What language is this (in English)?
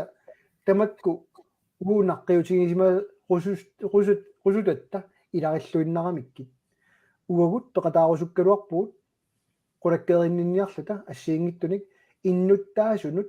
Kalaallisut